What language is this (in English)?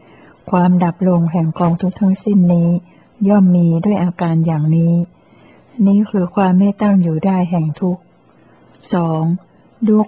Thai